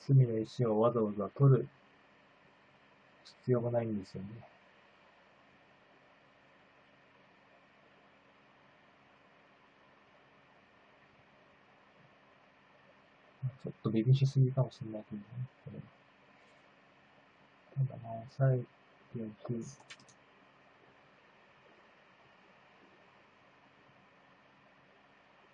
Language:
Japanese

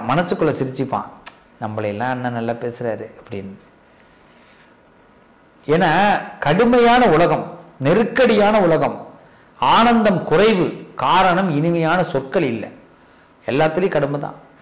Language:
Tamil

